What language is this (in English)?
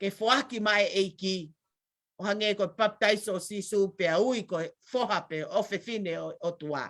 Tongan